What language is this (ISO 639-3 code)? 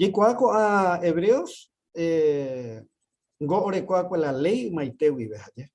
grn